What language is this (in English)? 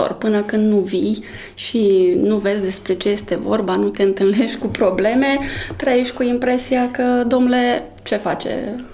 Romanian